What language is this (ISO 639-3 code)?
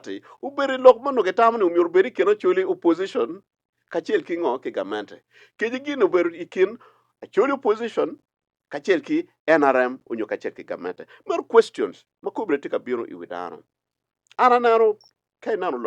ach